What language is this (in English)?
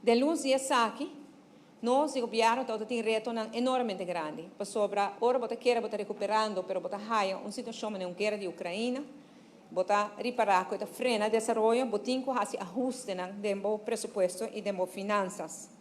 Papiamento